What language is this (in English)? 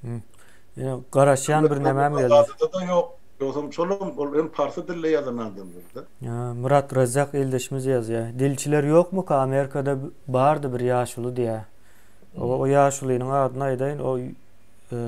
Turkmen